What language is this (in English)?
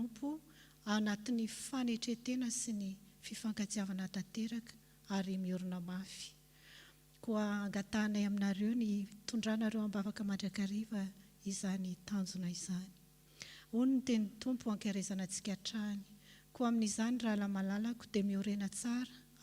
Malagasy